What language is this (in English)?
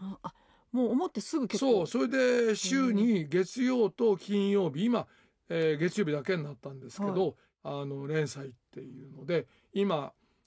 Japanese